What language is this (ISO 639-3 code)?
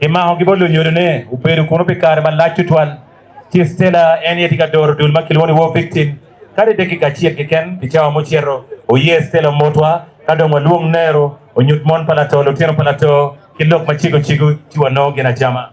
ach